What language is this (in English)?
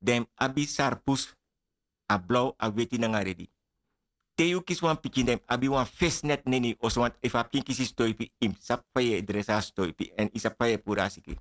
Sranan Tongo